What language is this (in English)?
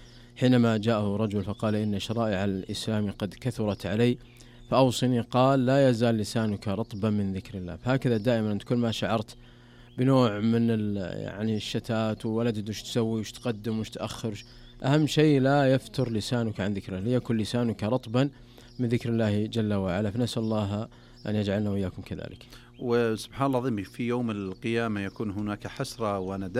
Najdi Arabic